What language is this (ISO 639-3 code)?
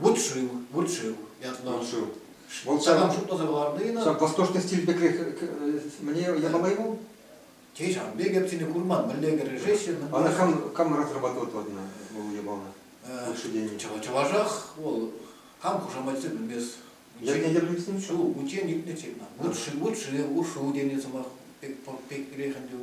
chv